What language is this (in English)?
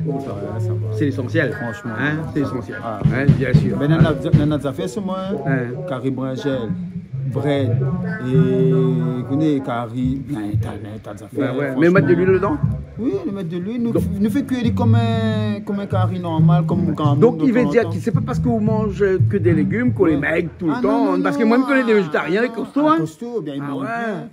Réunion Creole French